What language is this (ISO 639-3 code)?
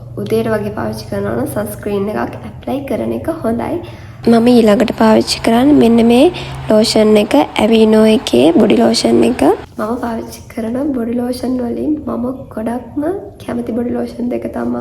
sin